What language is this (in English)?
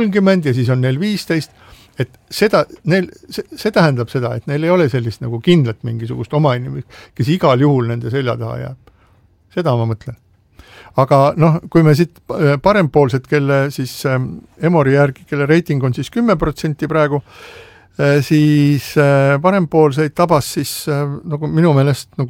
Estonian